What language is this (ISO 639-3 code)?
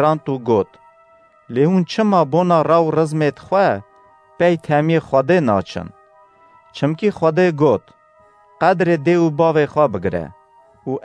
kur